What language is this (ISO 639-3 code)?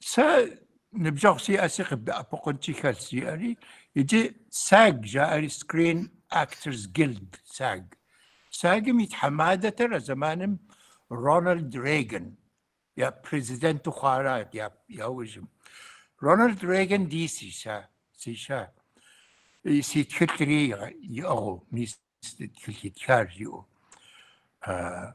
kbd